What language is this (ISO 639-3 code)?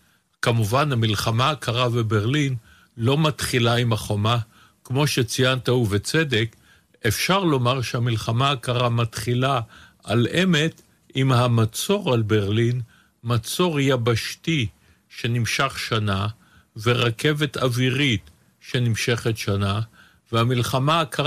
heb